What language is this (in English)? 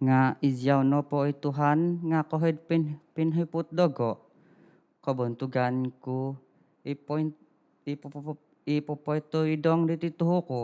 Central Dusun